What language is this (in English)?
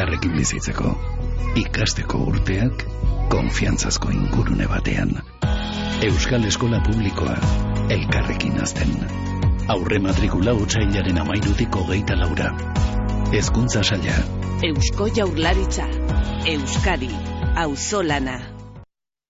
Basque